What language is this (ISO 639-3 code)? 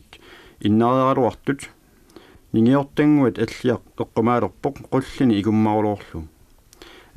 kal